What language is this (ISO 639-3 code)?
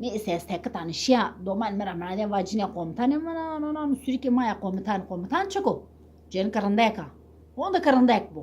zza